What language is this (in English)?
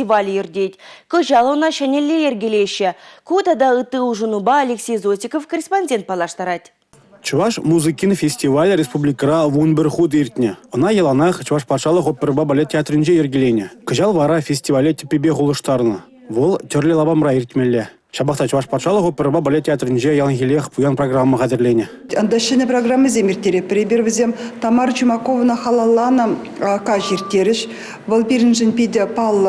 Chuvash